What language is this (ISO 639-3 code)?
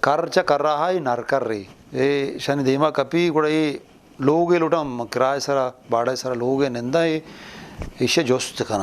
bgp